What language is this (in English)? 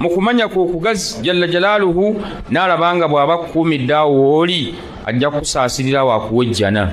Ganda